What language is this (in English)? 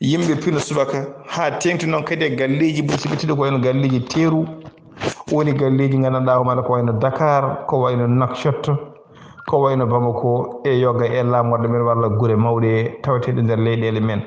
Fula